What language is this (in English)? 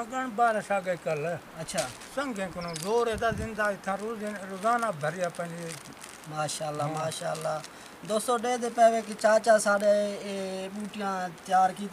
Saraiki